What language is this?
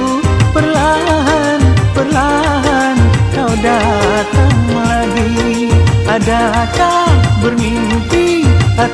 Malay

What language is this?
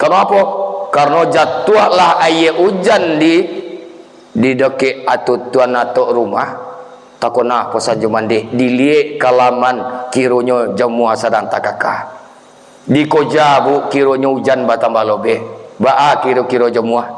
Minangkabau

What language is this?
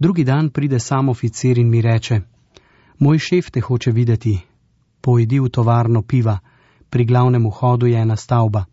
Slovenian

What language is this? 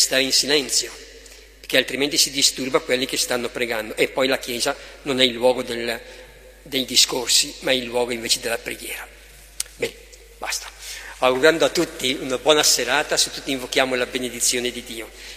Italian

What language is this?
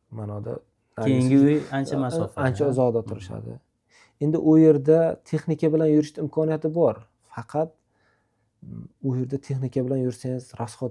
Uzbek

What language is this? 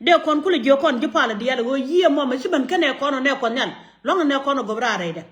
Nuer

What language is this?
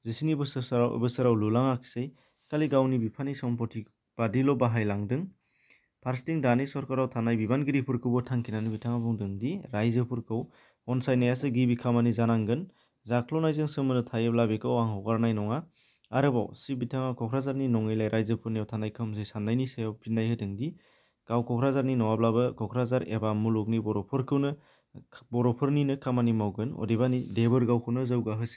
Bodo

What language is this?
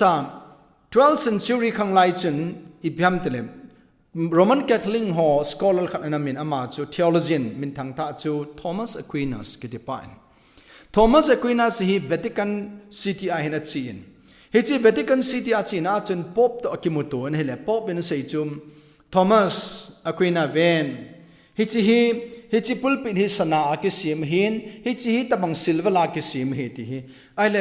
Thado Chin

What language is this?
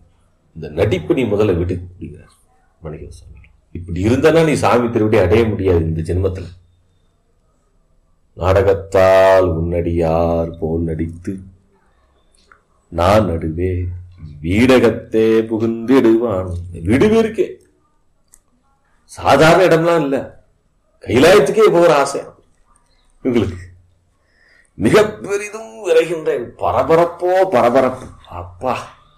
Tamil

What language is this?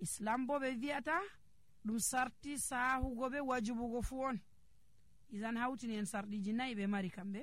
Nigerian Fulfulde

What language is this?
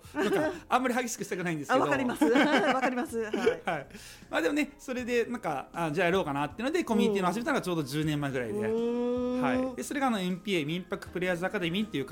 Japanese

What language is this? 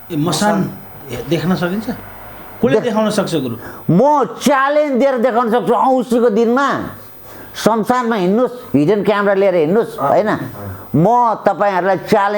Nepali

